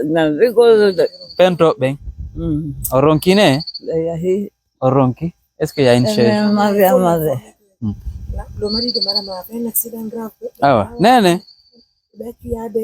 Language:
Pular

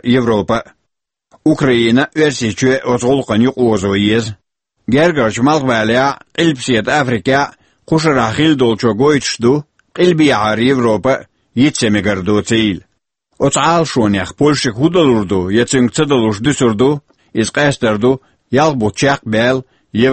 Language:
Chechen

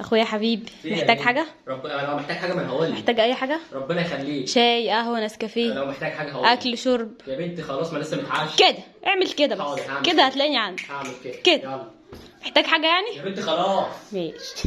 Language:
Egyptian Arabic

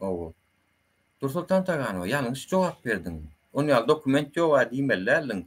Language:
Turkmen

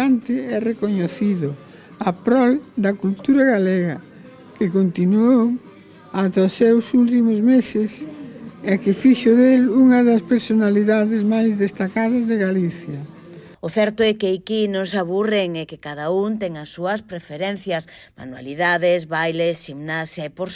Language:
Galician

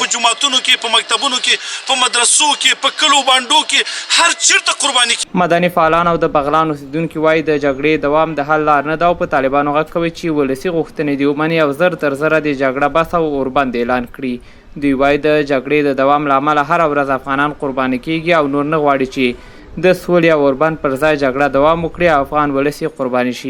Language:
Pashto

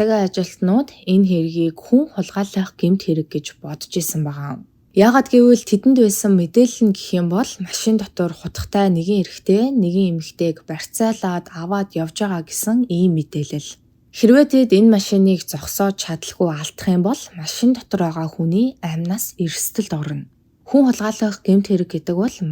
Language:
Mongolian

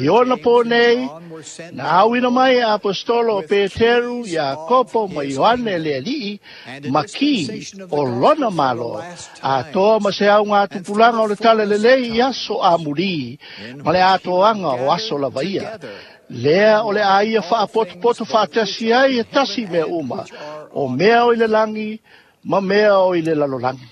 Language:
Samoan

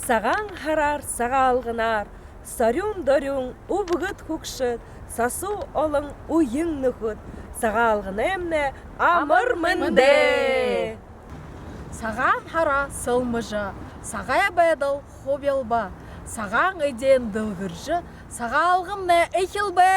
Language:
Buriat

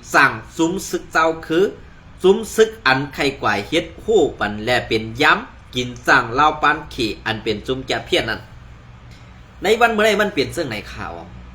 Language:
Shan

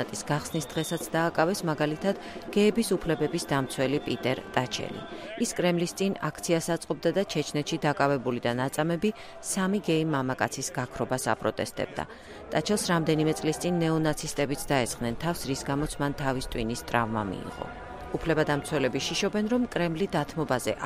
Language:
Georgian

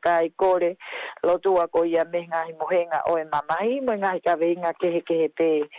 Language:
Tongan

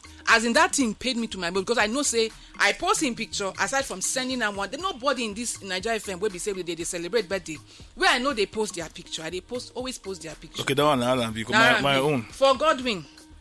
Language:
Nigerian Pidgin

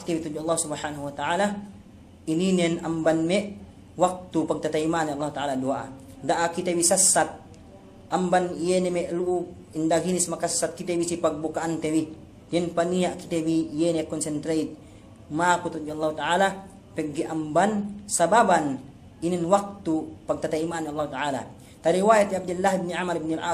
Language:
Yakan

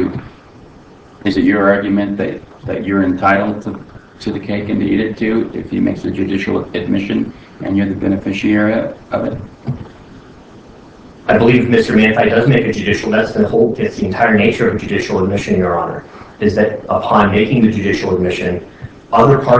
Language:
English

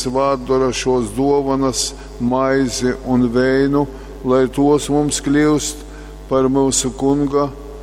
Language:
Latgalian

